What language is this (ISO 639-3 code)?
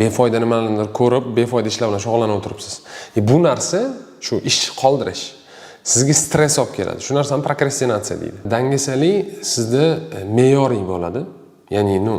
uzb